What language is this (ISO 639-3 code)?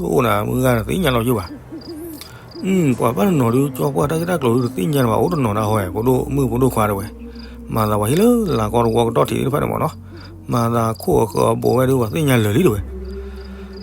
ksw